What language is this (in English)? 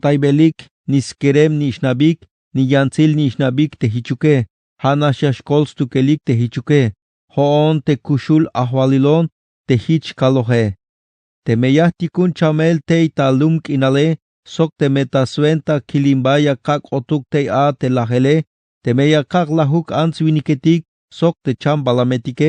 Tzeltal